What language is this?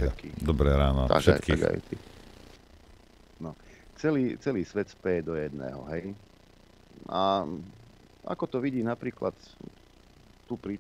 Slovak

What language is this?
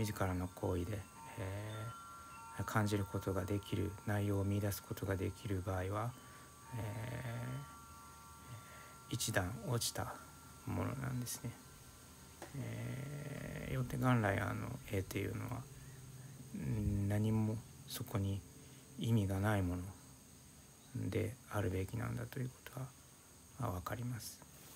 Japanese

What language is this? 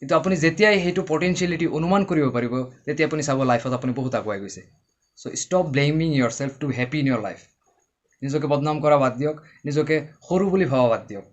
Assamese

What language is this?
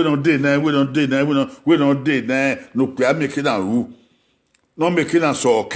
Bini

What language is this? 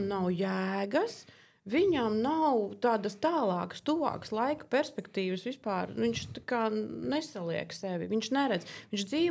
Latvian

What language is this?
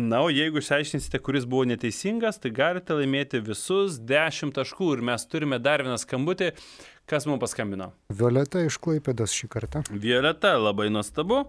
Lithuanian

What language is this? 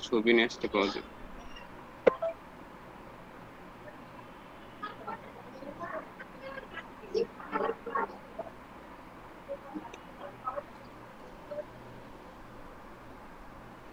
Bangla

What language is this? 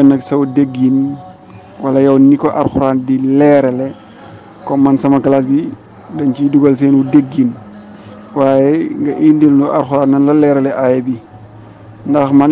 Wolof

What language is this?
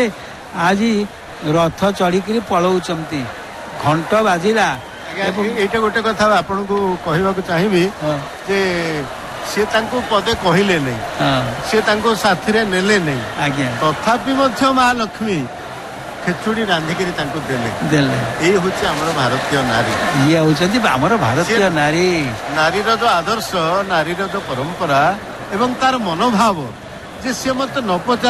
Odia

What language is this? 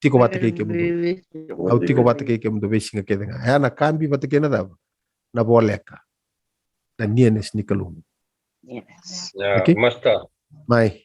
Fijian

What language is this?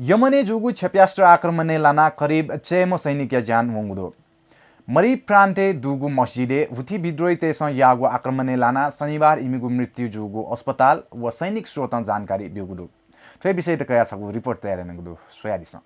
Newari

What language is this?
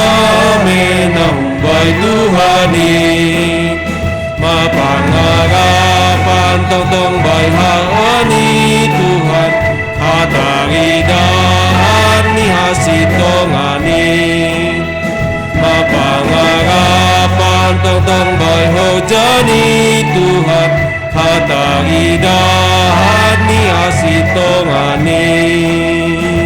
Batak Simalungun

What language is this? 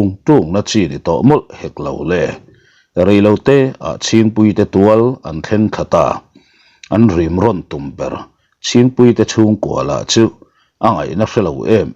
Mizo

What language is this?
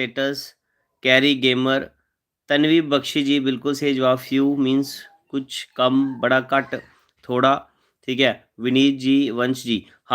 Dogri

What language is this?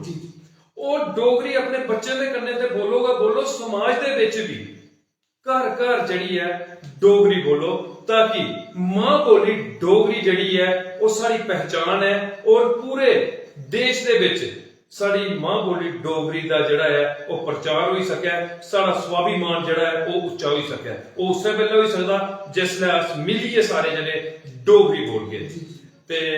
Dogri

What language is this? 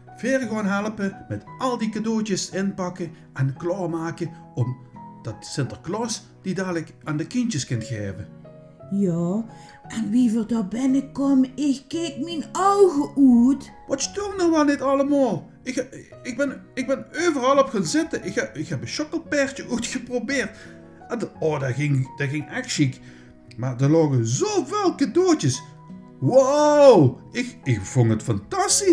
Limburgish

